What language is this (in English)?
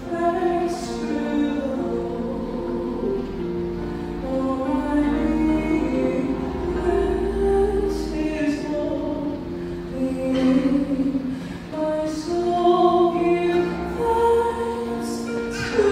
Tongan